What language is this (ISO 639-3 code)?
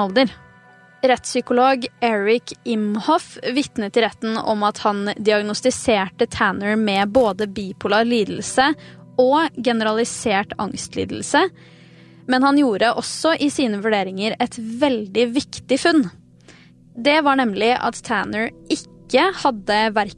nor